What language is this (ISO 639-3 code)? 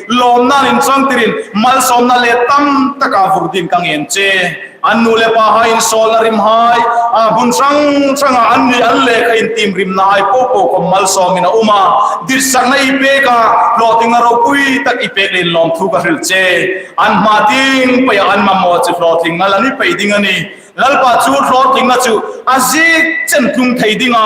hmr